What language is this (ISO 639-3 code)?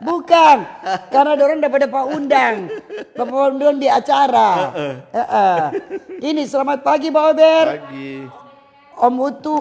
xmm